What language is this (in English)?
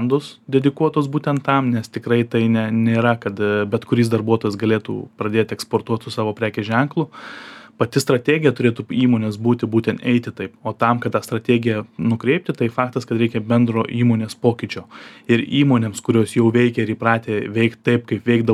Lithuanian